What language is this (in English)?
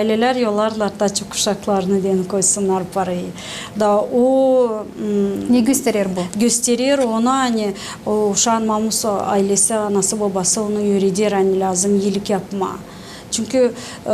Gagauz